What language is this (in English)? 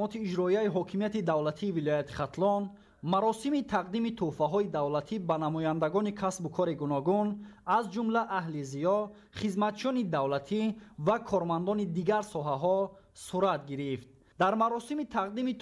Tajik